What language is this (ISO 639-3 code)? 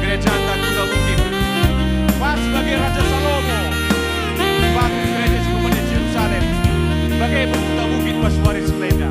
btx